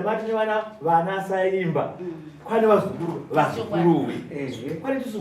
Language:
Shona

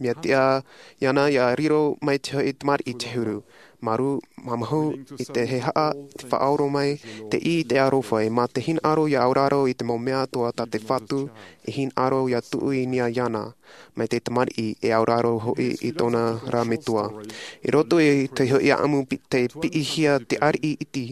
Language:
Tahitian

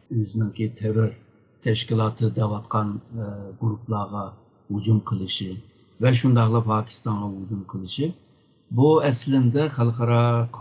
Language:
Uyghur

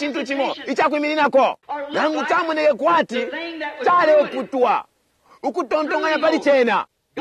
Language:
Bemba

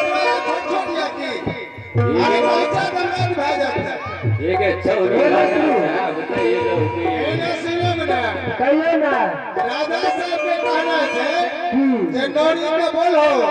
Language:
Maithili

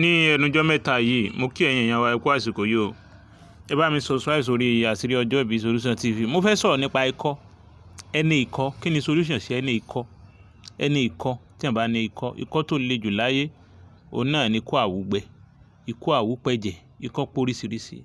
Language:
Yoruba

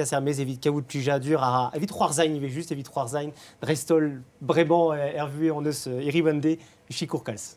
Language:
Breton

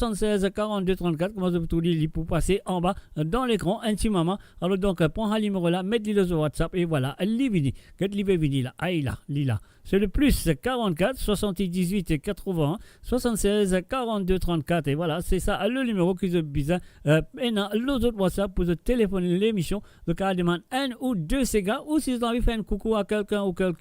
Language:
Morisyen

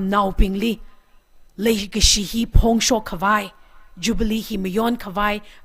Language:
Tangkhul Naga (India)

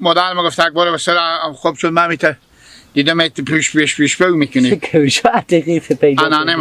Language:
Hazaragi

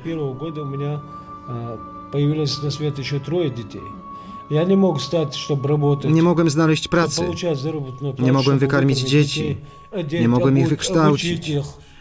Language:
Polish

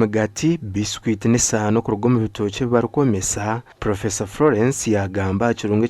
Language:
Nyankole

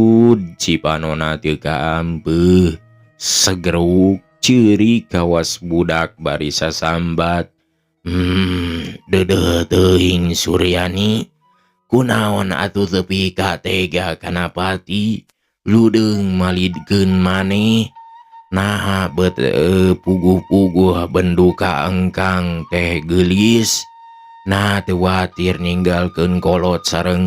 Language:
Sundanese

